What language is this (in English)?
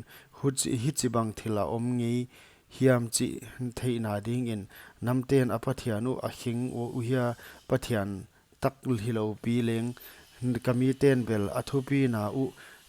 Paite Chin